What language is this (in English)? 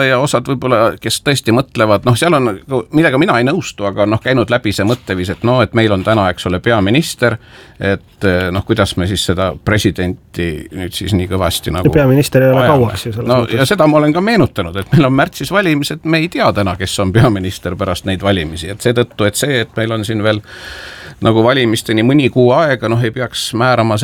Estonian